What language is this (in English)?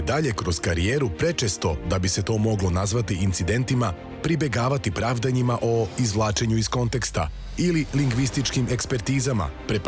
Serbian